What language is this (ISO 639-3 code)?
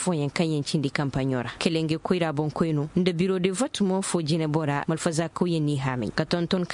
ses